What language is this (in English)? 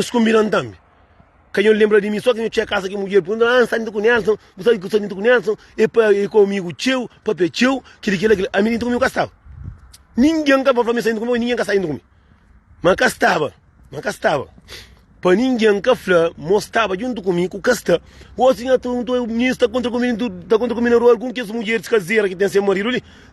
Kabuverdianu